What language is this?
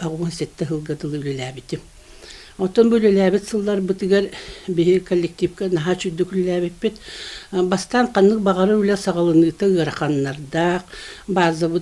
Yakut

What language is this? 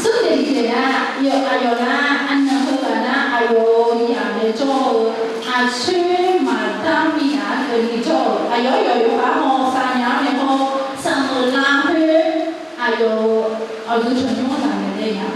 Akha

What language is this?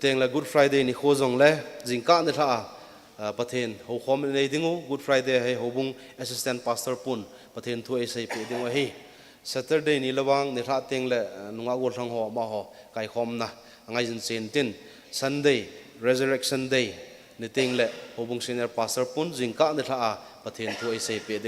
Thado Chin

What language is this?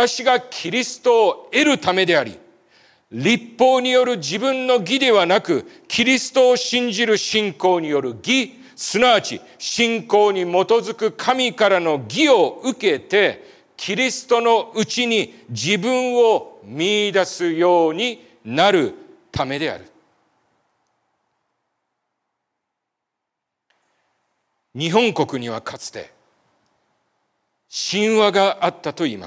Japanese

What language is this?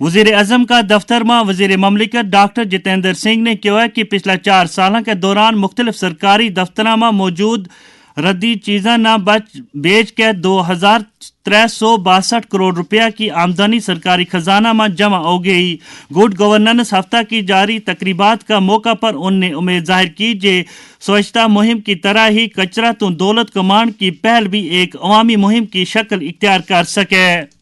Gujari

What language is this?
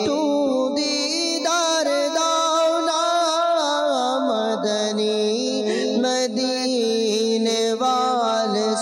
Bangla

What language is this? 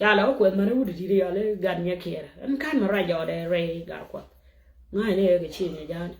Nuer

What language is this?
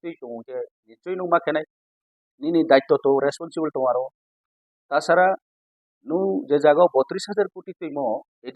Riang (India)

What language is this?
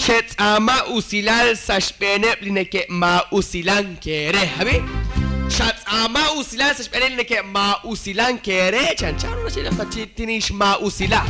Kekchí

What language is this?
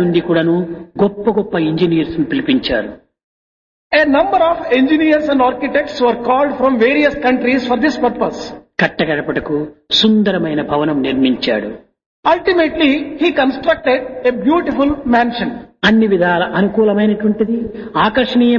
Telugu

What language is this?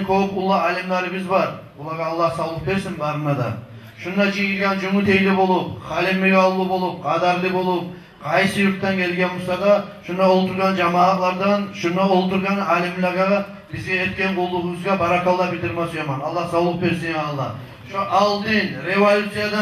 Kumyk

